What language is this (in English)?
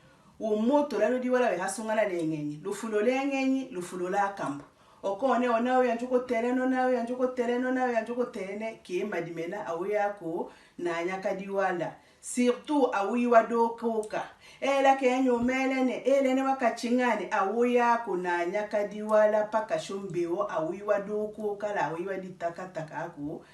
Tetela